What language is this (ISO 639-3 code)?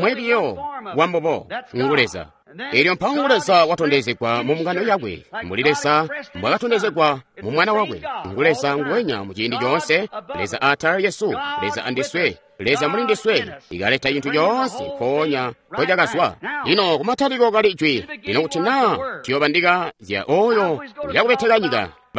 toi